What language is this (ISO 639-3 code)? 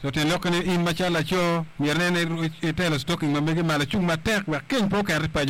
ach